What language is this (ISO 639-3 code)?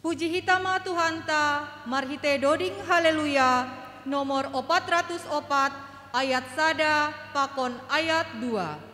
bts